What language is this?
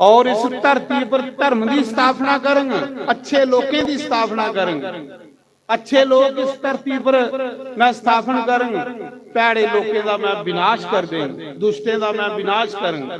Dogri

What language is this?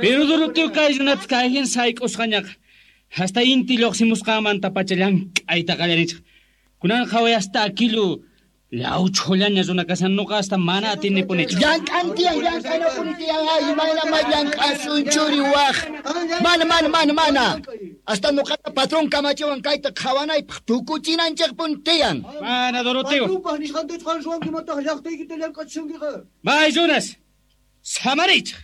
Quechua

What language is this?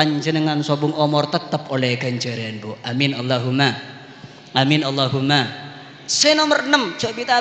Madurese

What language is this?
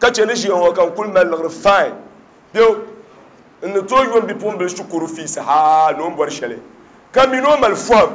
Dagbani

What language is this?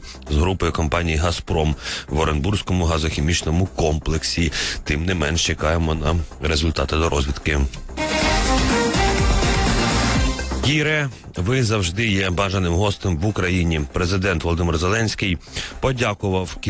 Ukrainian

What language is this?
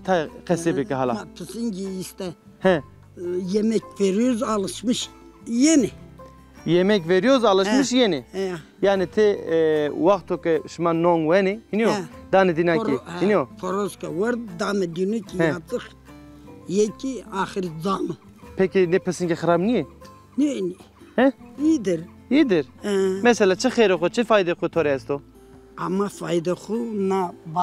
Zaza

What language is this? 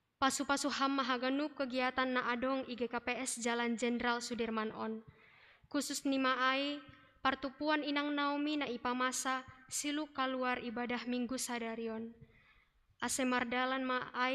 Batak Simalungun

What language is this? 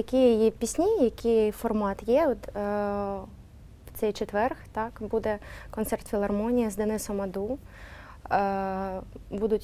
Ukrainian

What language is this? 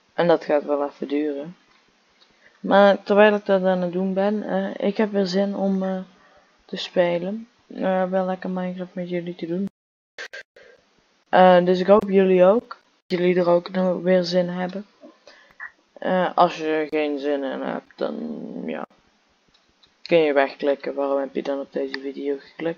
Dutch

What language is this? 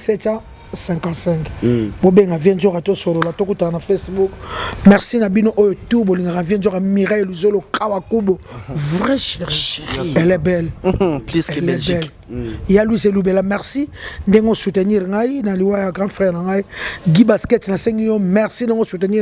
Lingala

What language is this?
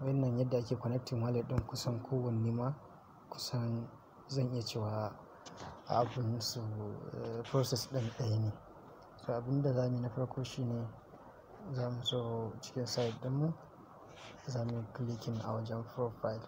Hausa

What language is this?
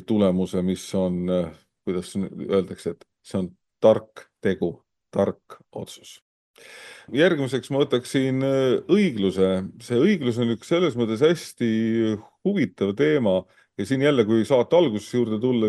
Estonian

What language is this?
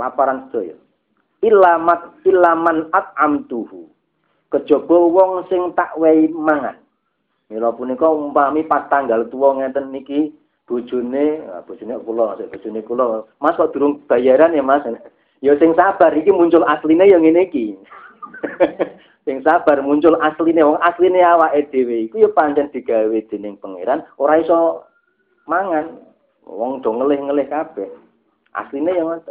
Javanese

